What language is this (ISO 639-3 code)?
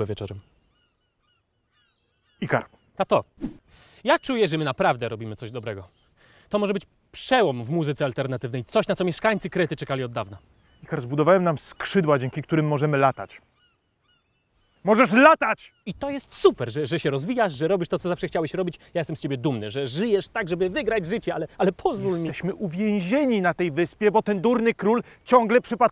pol